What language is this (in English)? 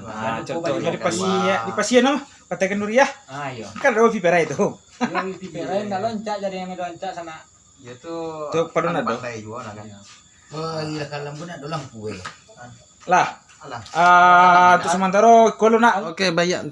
Minangkabau